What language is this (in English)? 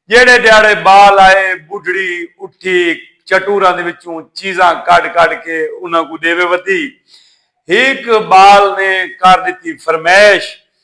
Saraiki